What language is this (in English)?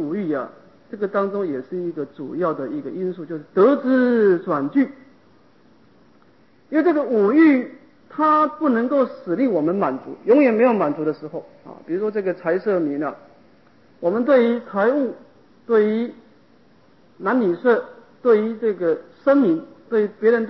Chinese